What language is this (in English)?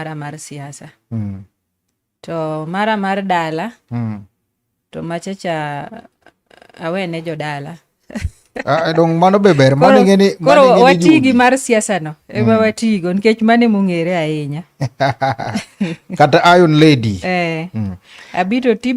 Luo (Kenya and Tanzania)